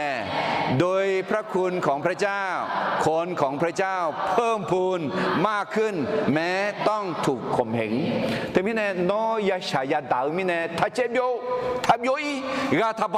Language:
Akha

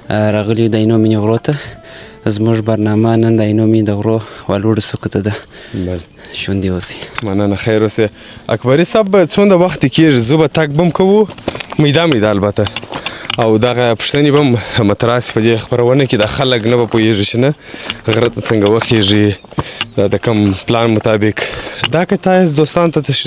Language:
Pashto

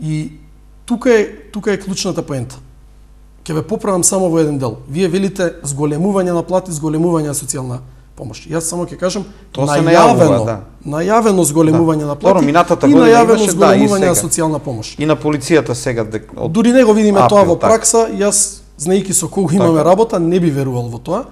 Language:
Macedonian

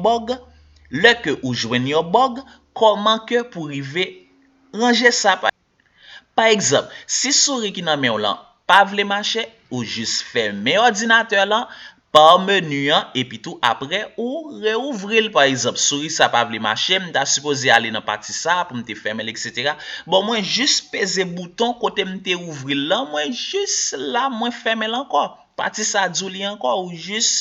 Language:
Haitian Creole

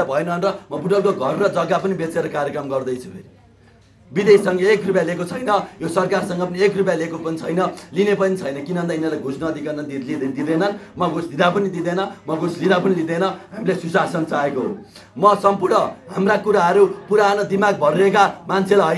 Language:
Nepali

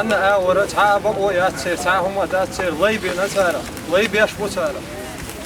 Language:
Chechen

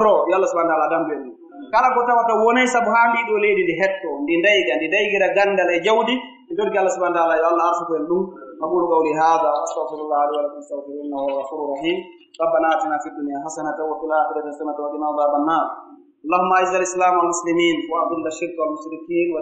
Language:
Pular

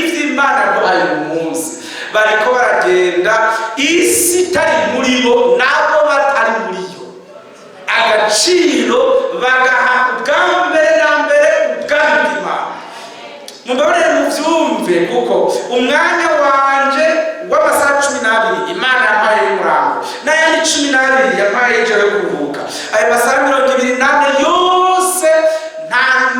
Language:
Rundi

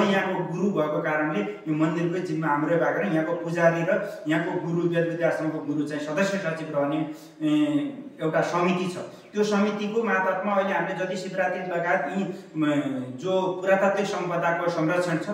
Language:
Nepali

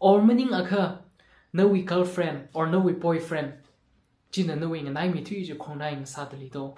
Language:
Tangkhul Naga (India)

